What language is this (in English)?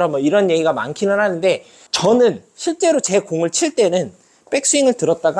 Korean